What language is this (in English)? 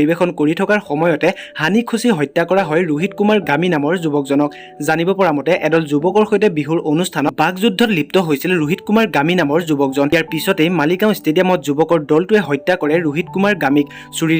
Assamese